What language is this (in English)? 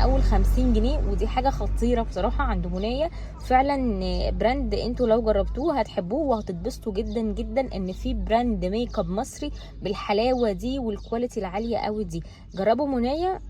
Egyptian Arabic